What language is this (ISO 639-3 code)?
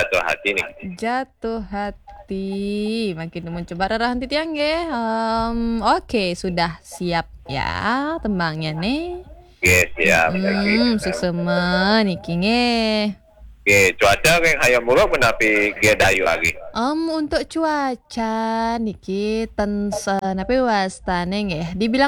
ban